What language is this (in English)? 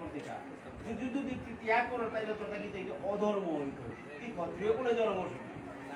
Bishnupriya